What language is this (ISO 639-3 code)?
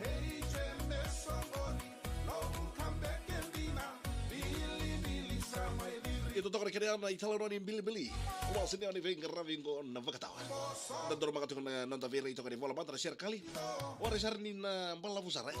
fij